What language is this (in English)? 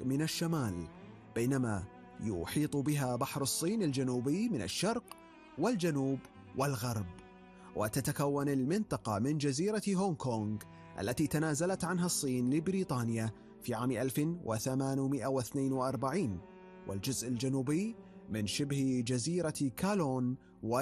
Arabic